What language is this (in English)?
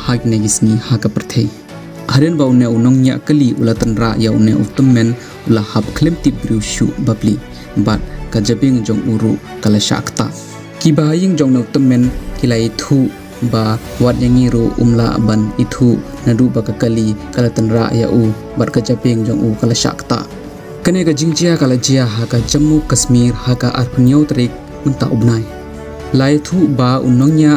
Khasi